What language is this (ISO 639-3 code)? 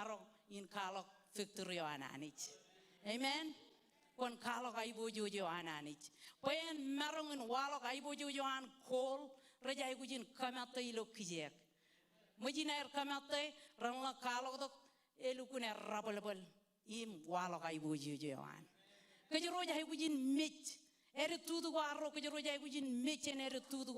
mah